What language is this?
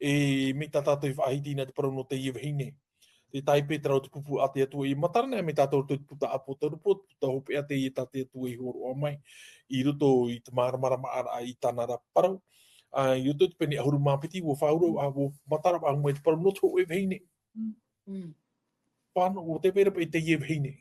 Tahitian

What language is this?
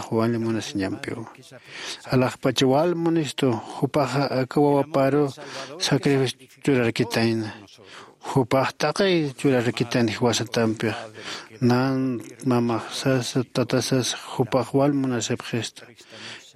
Aymara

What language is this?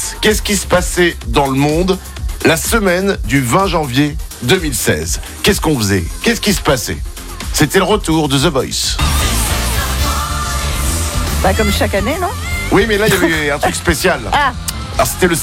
French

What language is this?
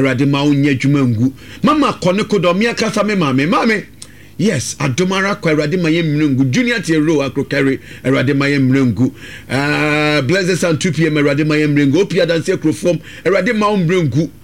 Akan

